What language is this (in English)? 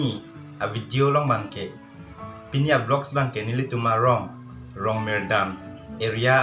Karbi